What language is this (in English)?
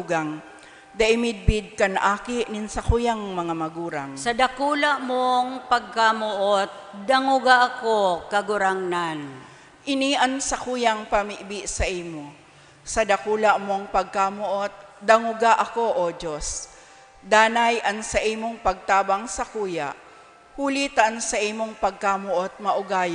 Bikol